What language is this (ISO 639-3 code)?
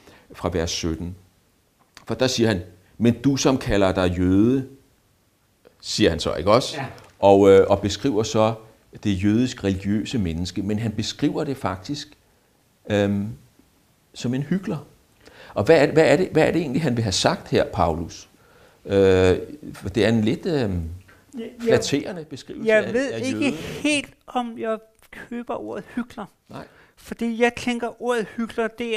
dan